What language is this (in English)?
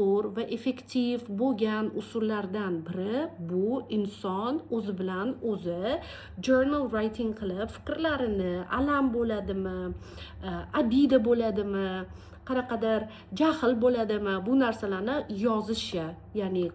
Uzbek